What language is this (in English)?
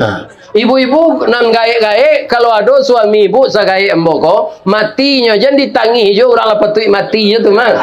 Minangkabau